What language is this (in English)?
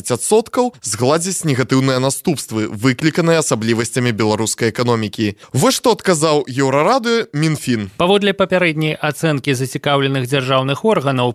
Belarusian